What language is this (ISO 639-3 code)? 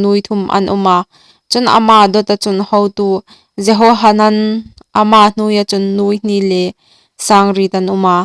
hmr